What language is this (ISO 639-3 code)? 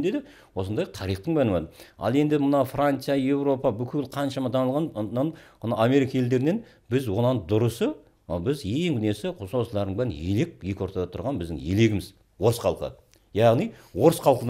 kaz